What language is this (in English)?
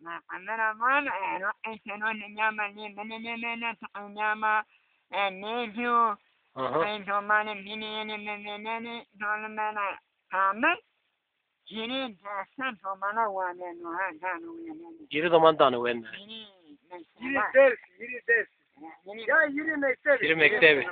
Zaza